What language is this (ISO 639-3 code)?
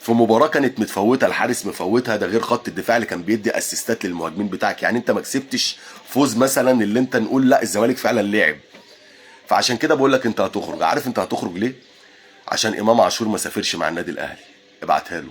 arz